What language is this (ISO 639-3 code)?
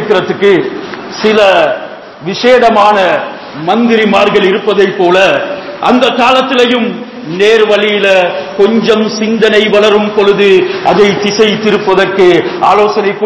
tam